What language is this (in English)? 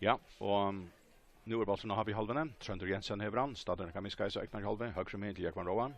Faroese